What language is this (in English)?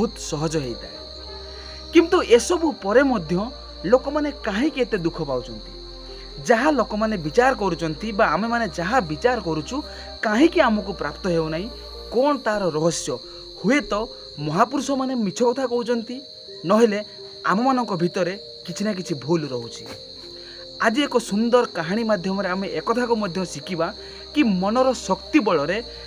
Odia